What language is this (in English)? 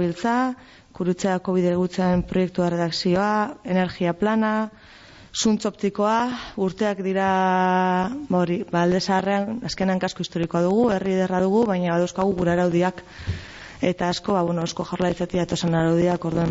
Basque